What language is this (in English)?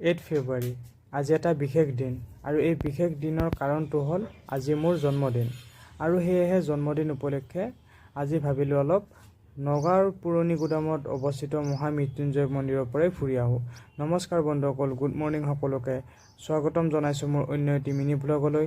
Assamese